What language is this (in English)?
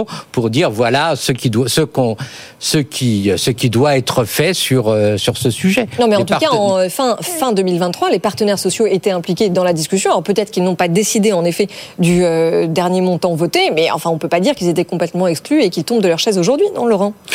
French